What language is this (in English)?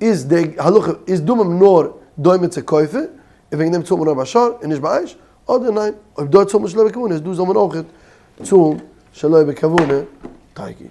Yiddish